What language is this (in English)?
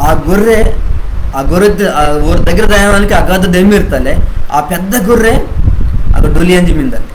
Koya